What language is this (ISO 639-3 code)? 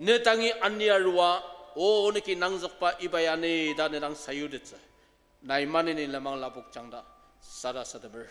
njo